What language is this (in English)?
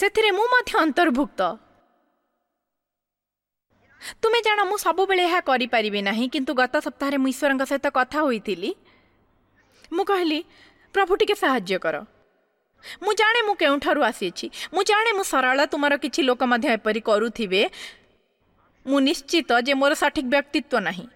Odia